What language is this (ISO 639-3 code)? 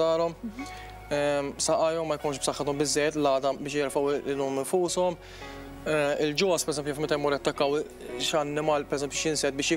mlt